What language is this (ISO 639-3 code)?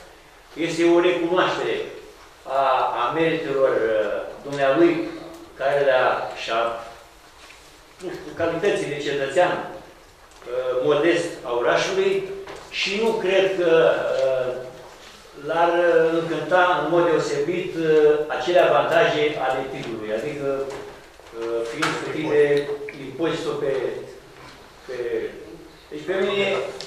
ron